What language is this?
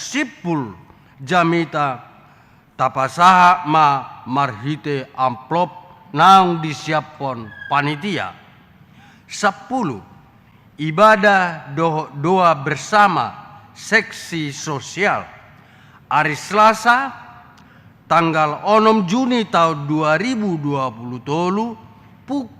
Batak Toba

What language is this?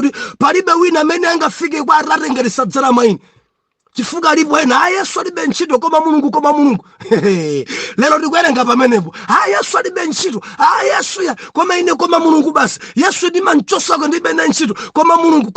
Nyanja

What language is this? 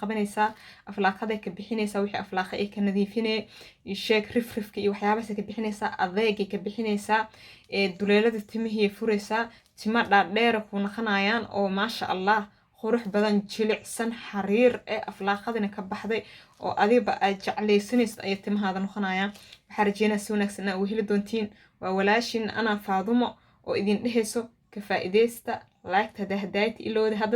Somali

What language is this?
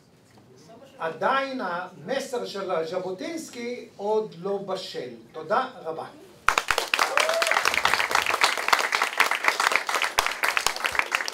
Hebrew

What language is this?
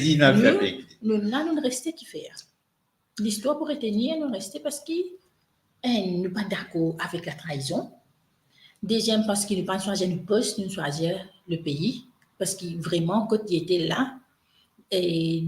Morisyen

